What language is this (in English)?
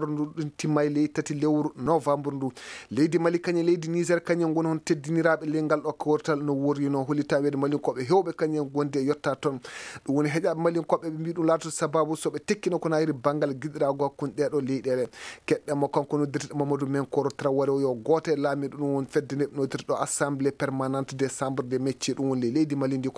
Maasina Fulfulde